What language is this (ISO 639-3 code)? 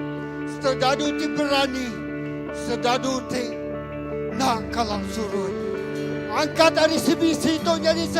iba